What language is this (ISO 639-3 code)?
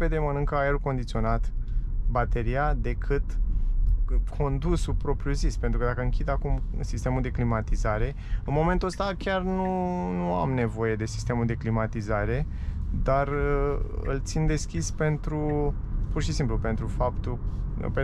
ron